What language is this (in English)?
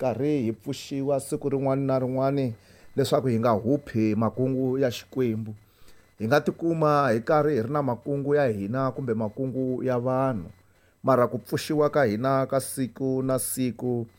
Tsonga